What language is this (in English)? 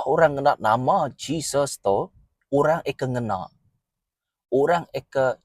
Iban